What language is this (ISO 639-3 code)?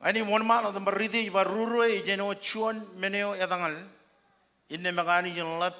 mah